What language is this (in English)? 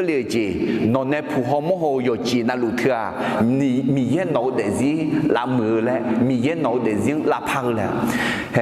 Akha